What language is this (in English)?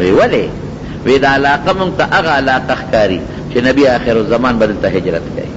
Pashto